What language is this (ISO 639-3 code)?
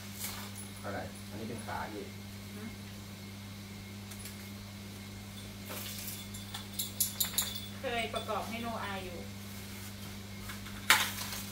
tha